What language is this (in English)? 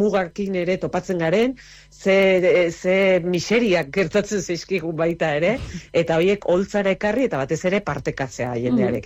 Basque